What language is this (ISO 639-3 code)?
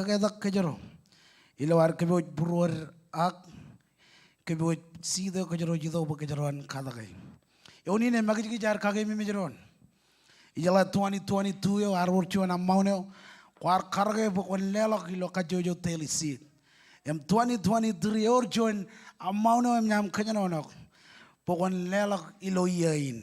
mah